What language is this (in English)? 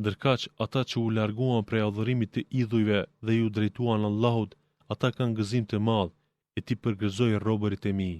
Albanian